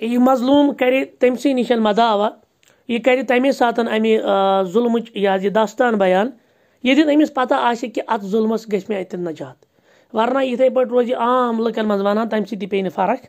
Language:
Kashmiri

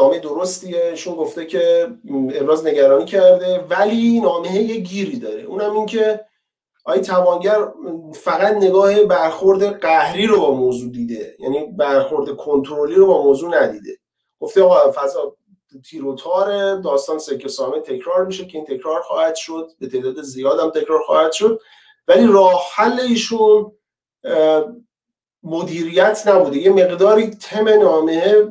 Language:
Persian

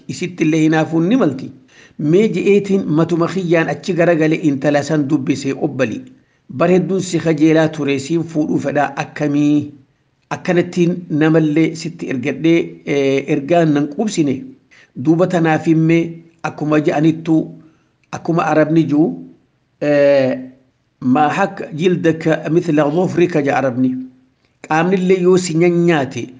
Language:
Oromo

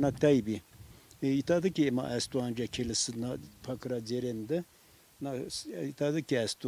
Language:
Zaza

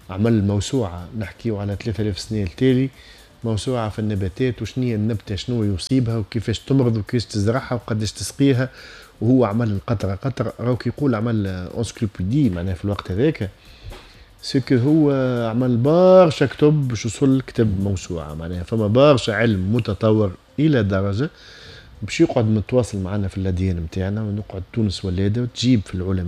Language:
Tunisian Arabic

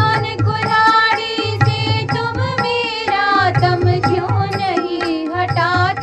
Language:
Hindi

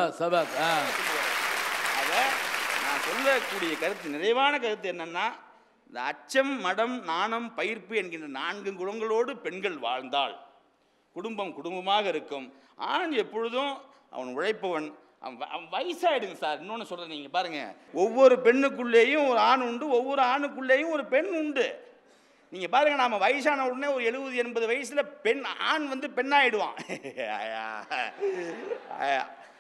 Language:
Tamil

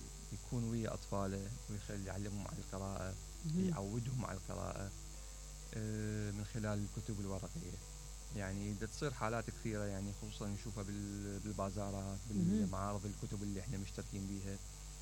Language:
Mesopotamian Arabic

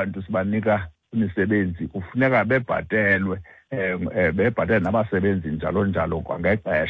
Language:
Xhosa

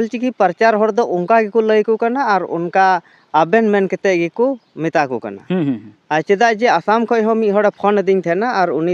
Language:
Santali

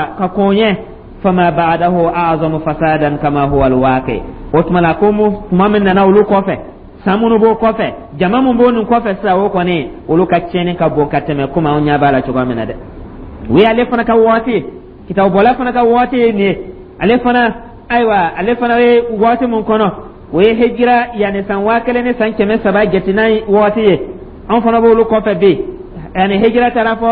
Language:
Dyula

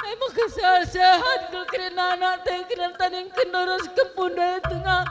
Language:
Batak Karo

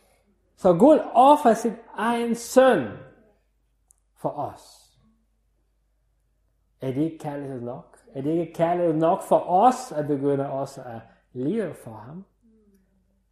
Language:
Danish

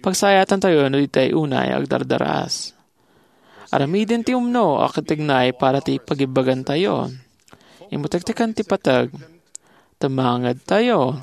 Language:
Iloko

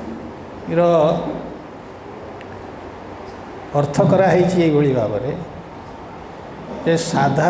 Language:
Odia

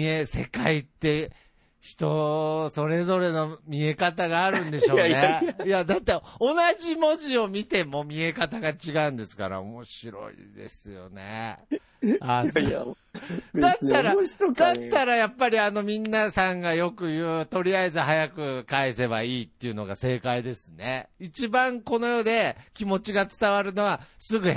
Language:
Japanese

